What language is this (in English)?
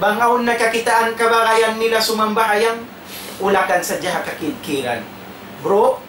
Tausug